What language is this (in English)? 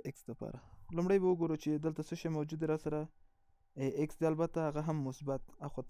Pashto